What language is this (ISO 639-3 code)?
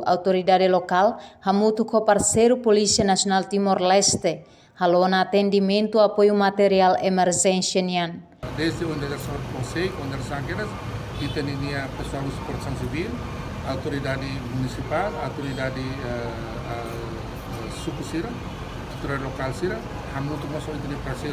tet